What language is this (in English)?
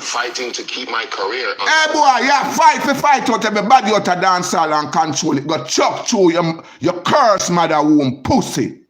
Jamaican Creole English